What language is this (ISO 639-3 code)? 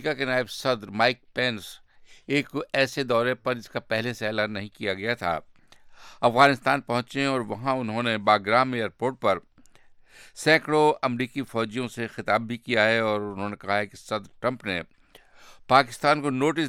urd